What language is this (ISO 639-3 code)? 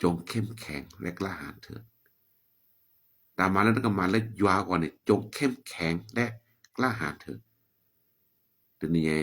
ksw